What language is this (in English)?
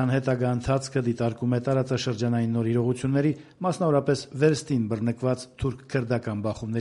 Armenian